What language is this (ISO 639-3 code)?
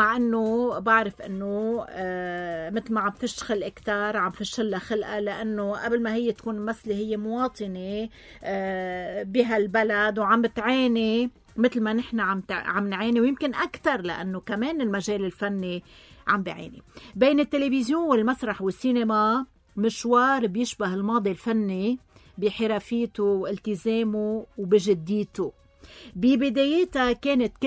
apc